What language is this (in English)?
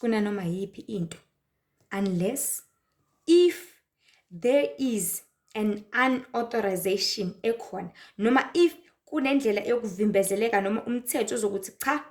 Zulu